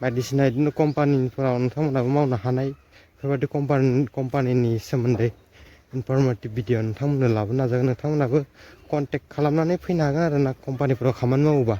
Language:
Bodo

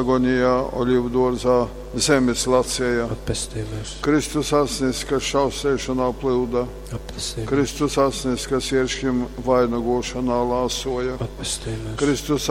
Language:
Latgalian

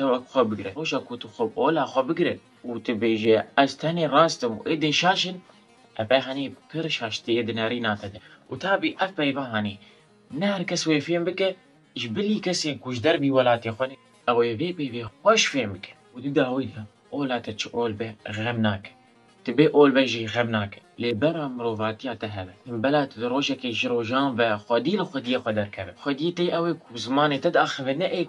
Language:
Kurdish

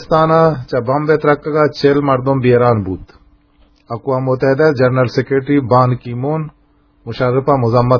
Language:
Eastern Balochi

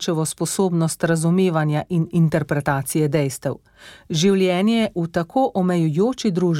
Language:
Slovenian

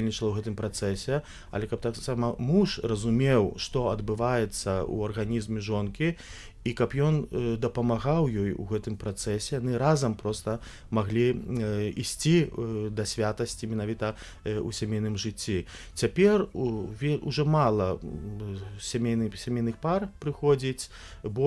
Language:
Belarusian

